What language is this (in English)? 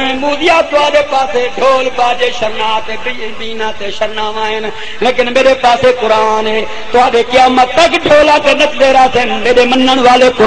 Saraiki